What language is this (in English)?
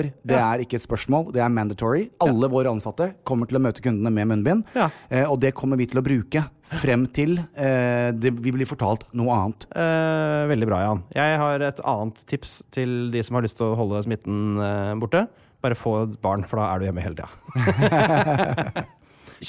Norwegian